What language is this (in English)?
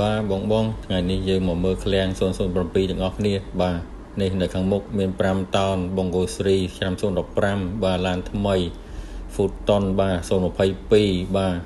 Khmer